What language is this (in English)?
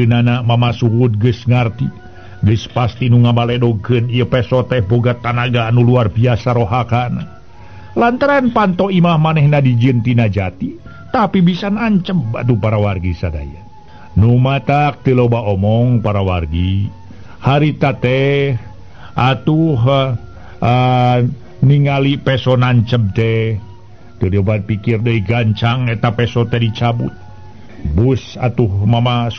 Sundanese